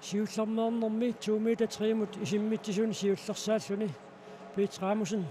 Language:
Kalaallisut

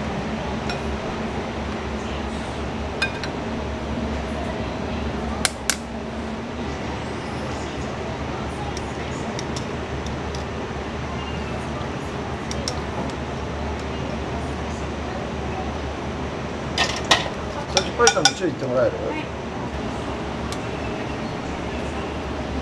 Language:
Japanese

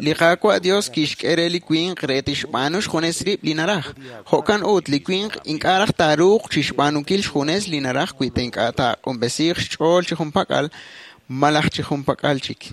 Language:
Kekchí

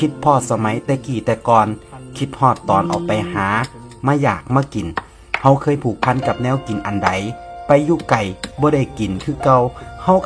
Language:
Northeastern Thai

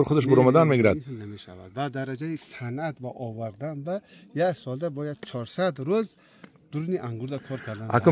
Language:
Tajik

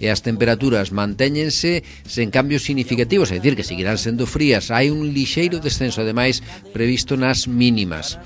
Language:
Galician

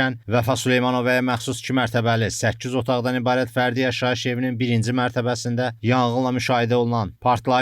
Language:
Azerbaijani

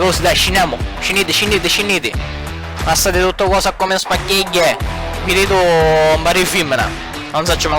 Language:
Sicilian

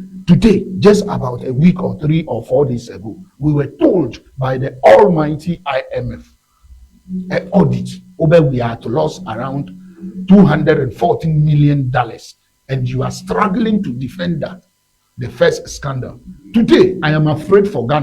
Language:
Ewe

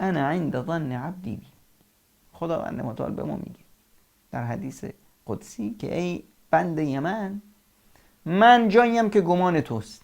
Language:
Persian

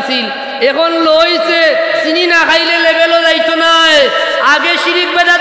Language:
Sylheti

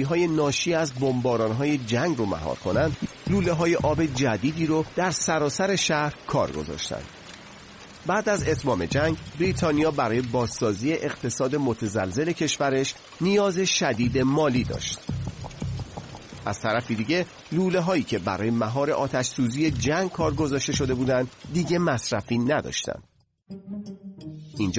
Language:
Persian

